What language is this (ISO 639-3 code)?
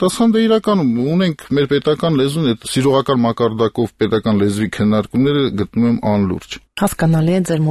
hye